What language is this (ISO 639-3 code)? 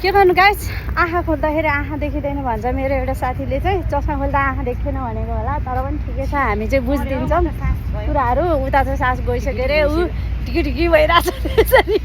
nep